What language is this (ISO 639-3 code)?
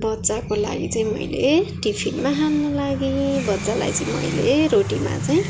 nep